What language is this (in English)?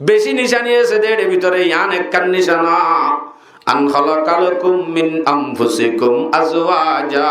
Rohingya